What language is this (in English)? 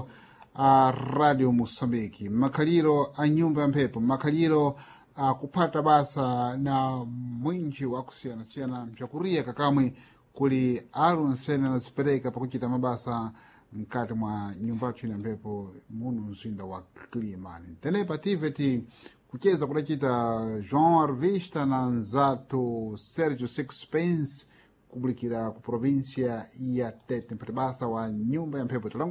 Sena